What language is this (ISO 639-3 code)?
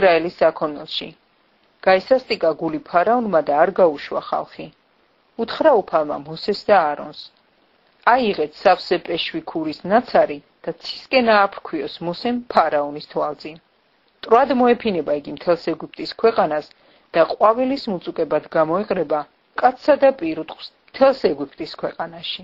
kat